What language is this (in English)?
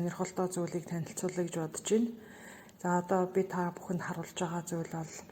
Mongolian